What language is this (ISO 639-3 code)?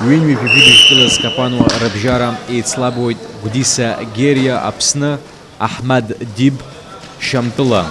abk